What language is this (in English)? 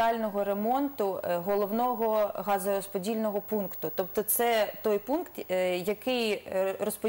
Ukrainian